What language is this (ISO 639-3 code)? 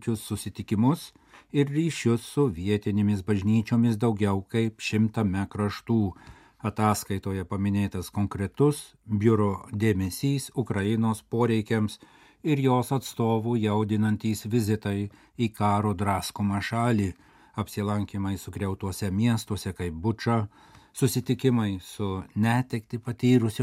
lit